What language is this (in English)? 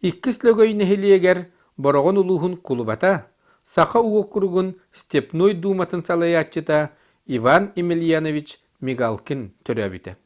Yakut